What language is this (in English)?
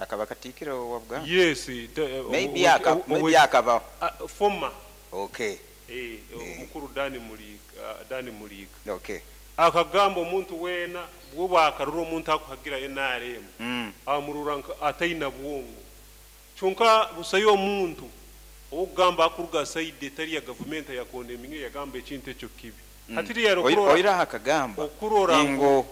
Nyoro